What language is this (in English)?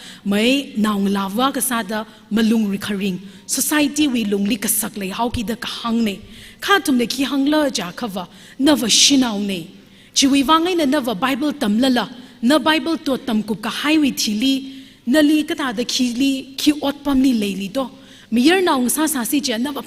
Tangkhul Naga (India)